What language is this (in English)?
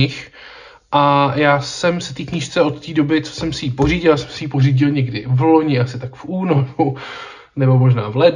Czech